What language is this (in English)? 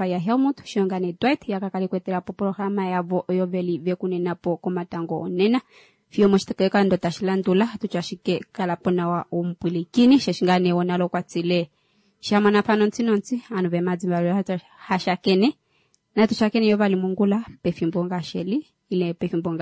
Kuanyama